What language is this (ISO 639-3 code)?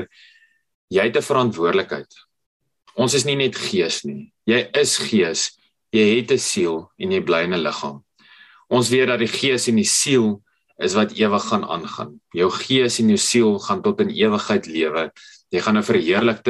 afr